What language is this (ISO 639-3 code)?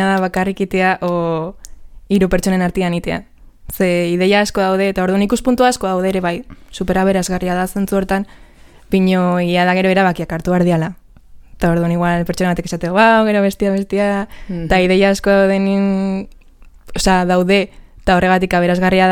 eus